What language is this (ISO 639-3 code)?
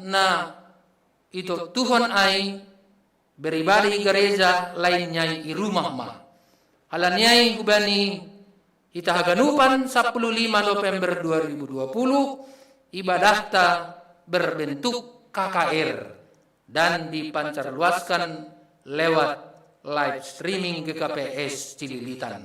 bts